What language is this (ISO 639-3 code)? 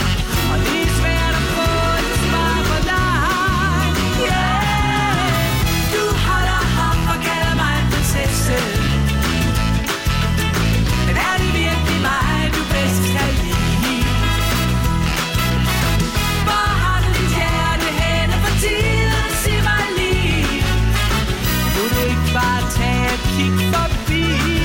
dan